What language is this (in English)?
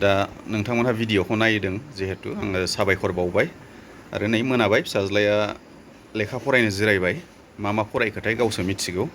Bodo